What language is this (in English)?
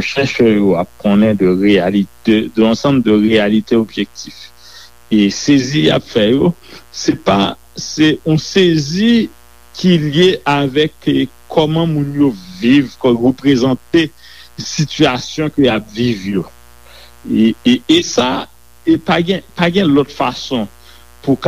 Haitian Creole